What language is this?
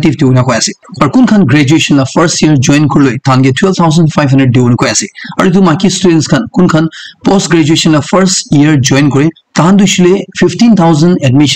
Naga Pidgin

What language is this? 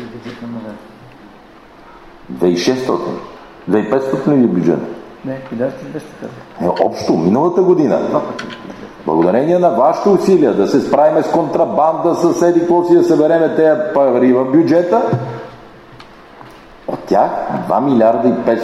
Bulgarian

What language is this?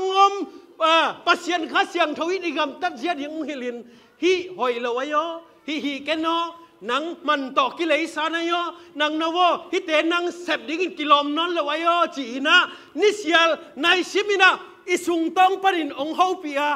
Tedim Chin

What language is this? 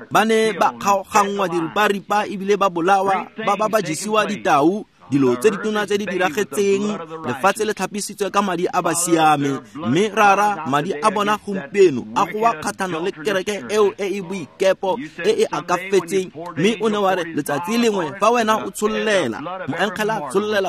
Tswana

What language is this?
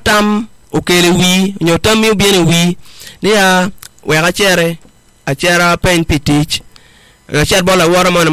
Acoli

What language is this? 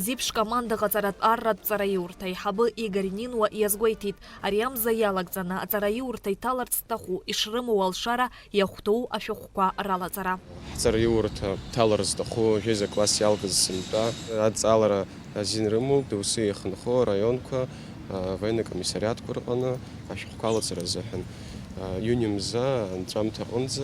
Abkhazian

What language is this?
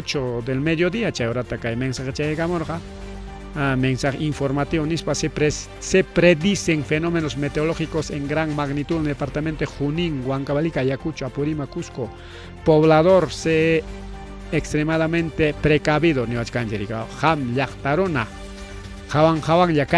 Ayacucho Quechua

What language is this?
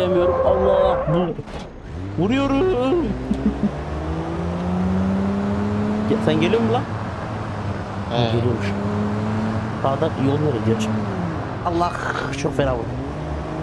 Turkish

